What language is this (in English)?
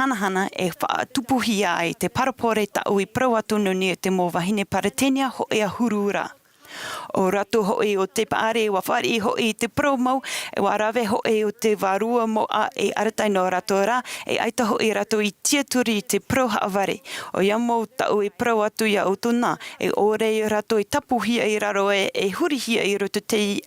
Tahitian